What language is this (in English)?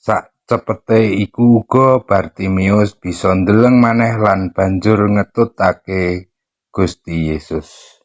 Javanese